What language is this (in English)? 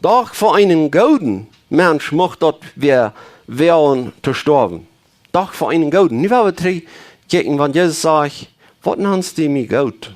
Plautdietsch